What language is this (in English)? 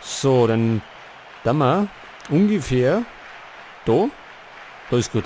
Bavarian